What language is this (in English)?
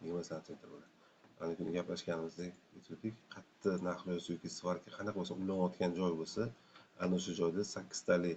Uzbek